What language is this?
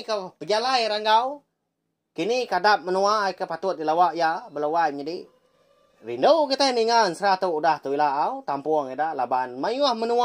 Iban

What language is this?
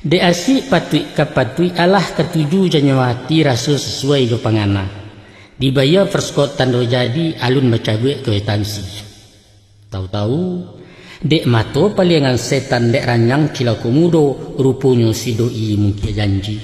Minangkabau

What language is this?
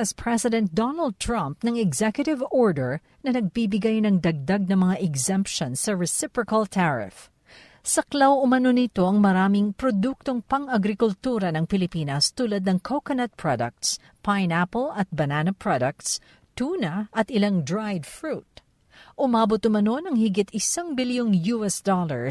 Filipino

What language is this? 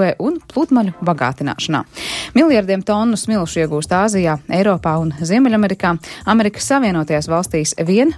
Latvian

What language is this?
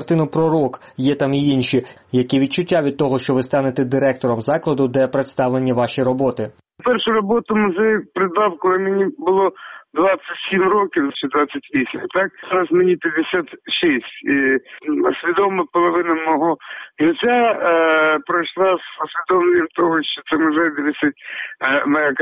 Ukrainian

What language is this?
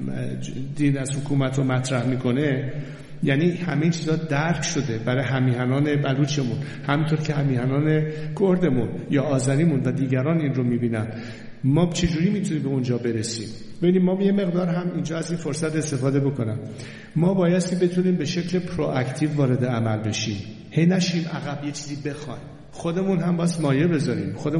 Persian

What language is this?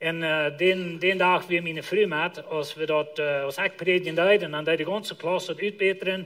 Plautdietsch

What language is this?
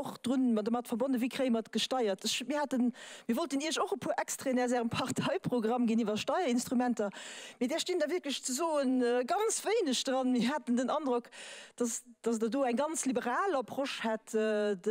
Luxembourgish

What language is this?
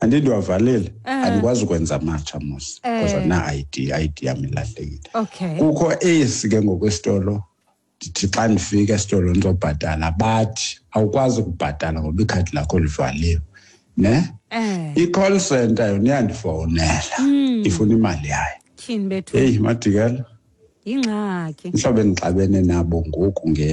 Xhosa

